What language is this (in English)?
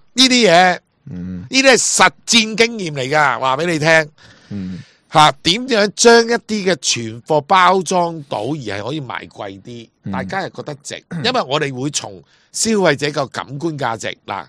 Cantonese